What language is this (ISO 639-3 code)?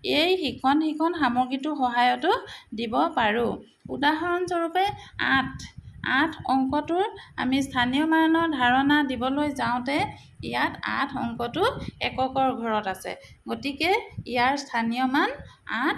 asm